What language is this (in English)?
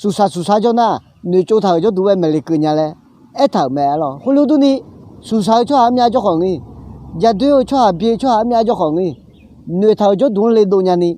Akha